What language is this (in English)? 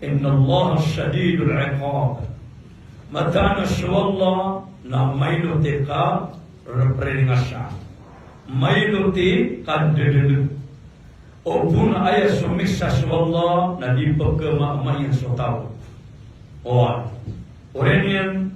Maranao